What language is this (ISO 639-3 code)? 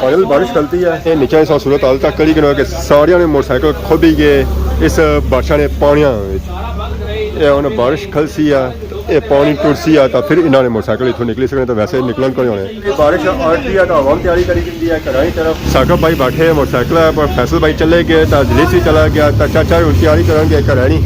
phr